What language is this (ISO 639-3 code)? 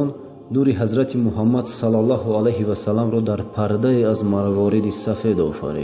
tgk